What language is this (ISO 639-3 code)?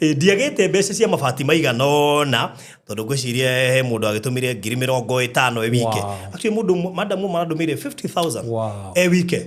kik